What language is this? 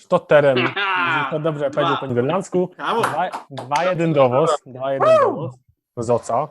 Silesian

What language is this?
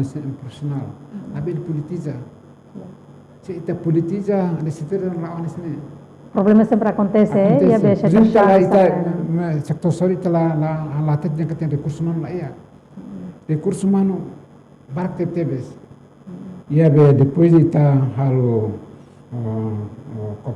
Tetum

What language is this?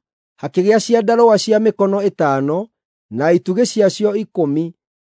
Kikuyu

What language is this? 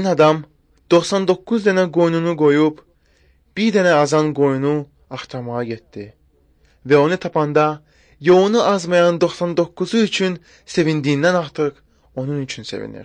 Azerbaijani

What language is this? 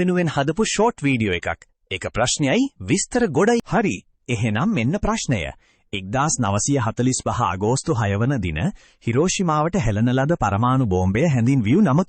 Sinhala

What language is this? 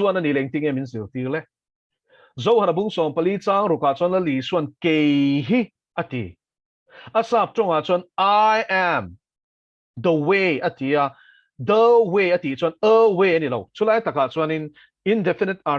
Mizo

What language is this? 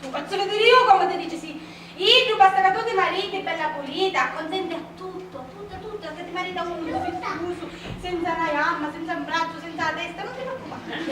Sicilian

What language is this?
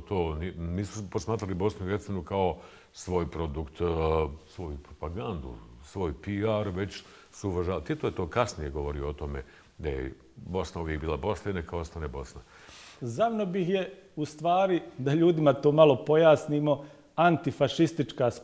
Bosnian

